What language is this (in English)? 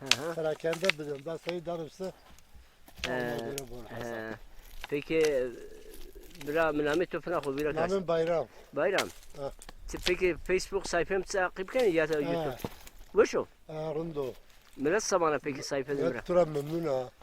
Zaza